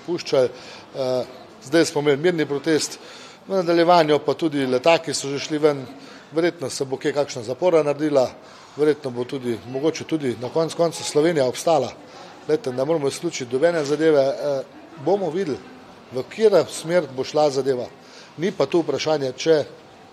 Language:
Slovenian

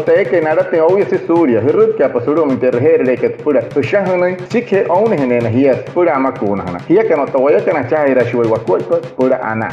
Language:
Wayuu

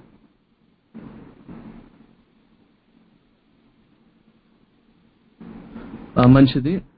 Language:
Telugu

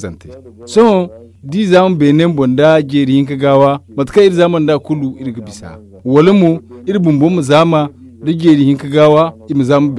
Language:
Zarma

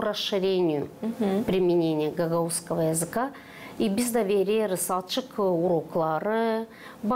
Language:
Gagauz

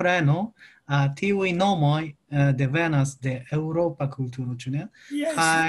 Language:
Esperanto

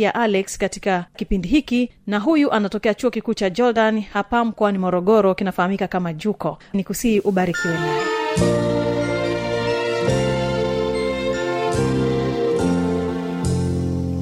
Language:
Swahili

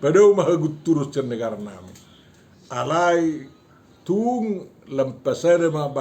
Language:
Batak Toba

